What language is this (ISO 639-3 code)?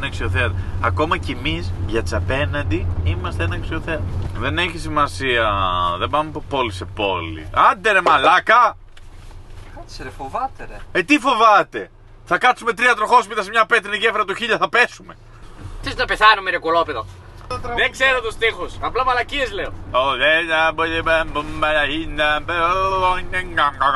ell